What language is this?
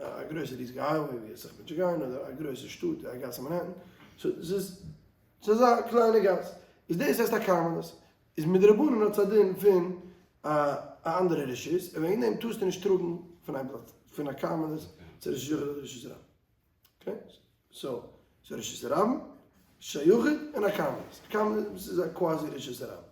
Yiddish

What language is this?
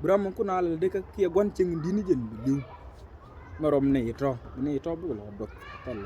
Nuer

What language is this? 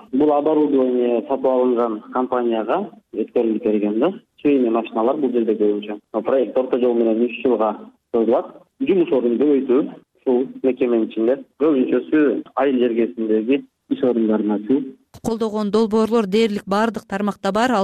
Kyrgyz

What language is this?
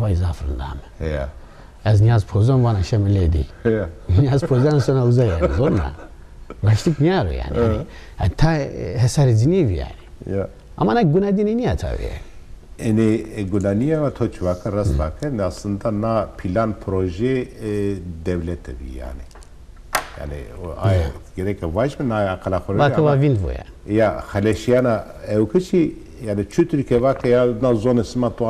Zaza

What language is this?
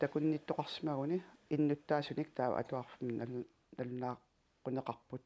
Kalaallisut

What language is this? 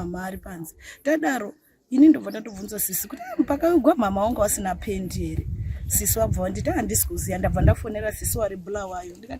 Shona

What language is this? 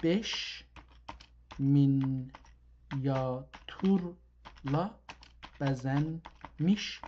South Azerbaijani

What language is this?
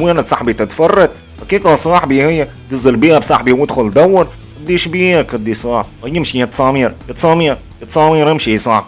Tunisian Arabic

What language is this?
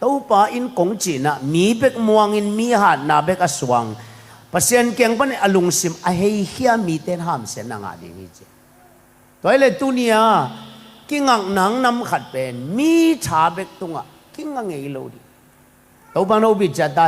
Tedim Chin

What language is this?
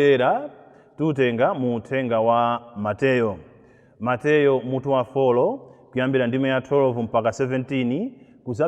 Nyanja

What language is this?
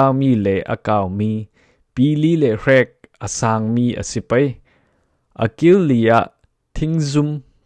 Falam Chin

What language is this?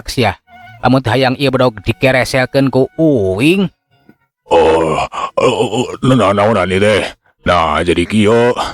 Sundanese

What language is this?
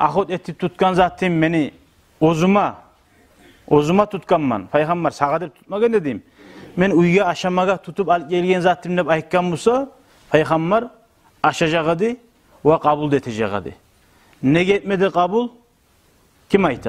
Kumyk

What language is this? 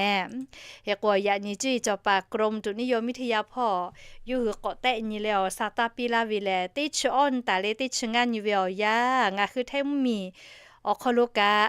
Lahu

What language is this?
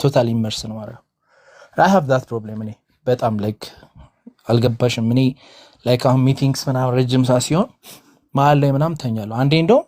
Amharic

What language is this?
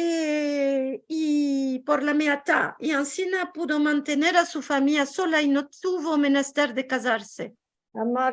Ladino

